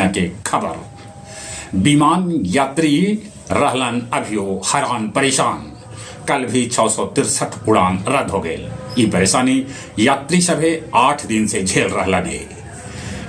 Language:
Magahi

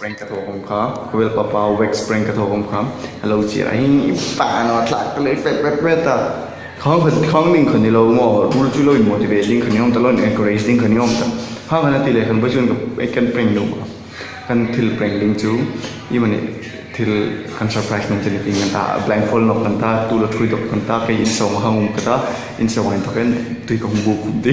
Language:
Hmar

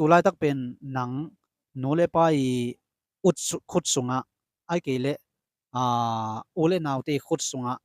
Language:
Tedim Chin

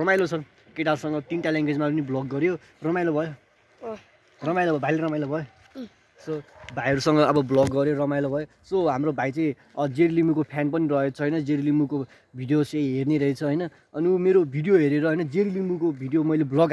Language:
Nepali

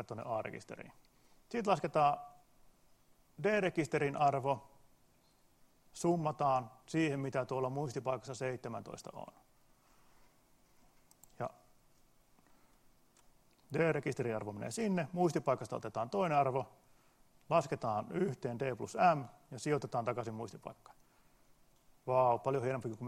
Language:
Finnish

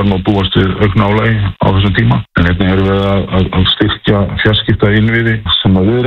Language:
Icelandic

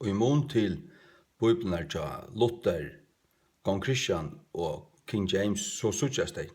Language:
Faroese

